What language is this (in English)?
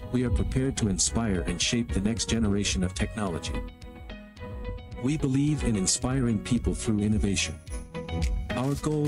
English